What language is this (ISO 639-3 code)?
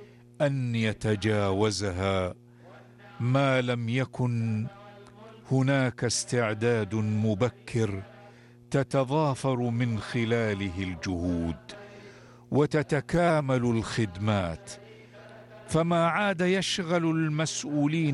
ara